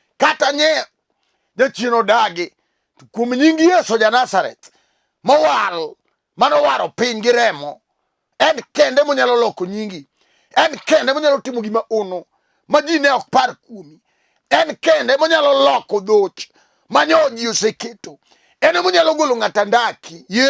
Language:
Luo (Kenya and Tanzania)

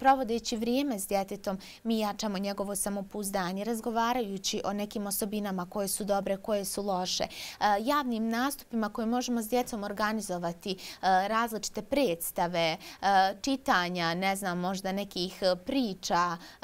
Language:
Bosnian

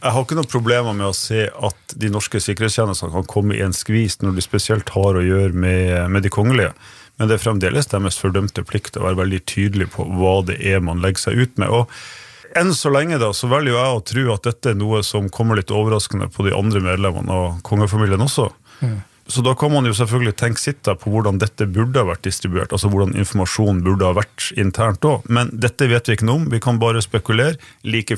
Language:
Norwegian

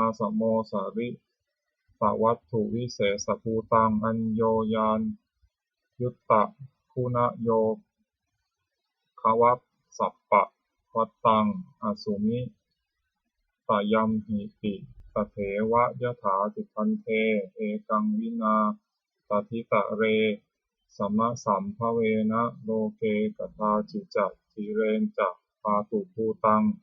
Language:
Pali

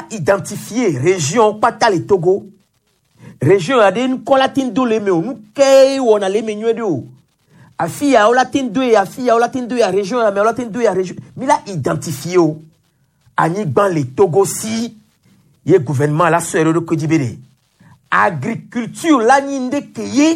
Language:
Gen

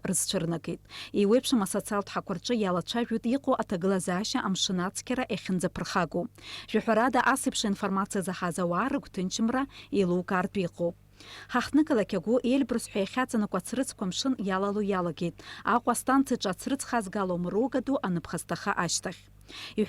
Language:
Abkhazian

